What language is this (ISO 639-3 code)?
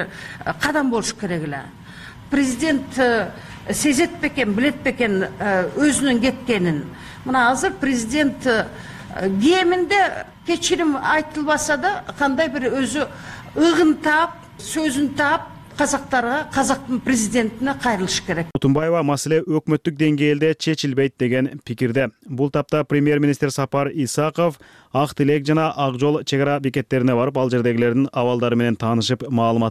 kir